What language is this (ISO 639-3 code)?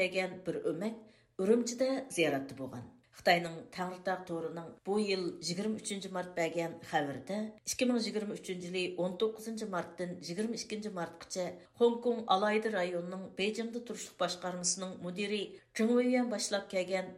uig